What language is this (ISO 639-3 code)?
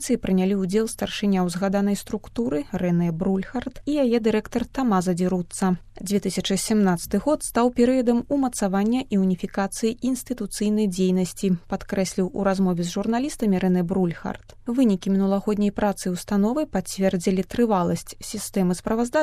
bel